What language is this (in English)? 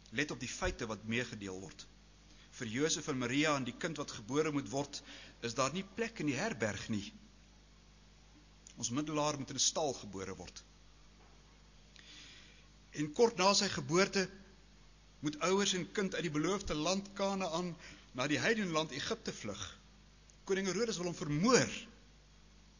Afrikaans